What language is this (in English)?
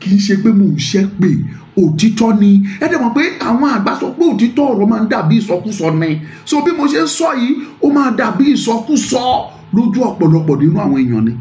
Yoruba